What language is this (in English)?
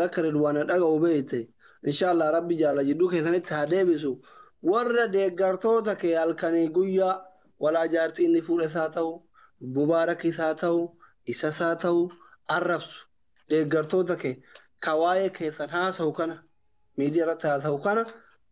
Oromo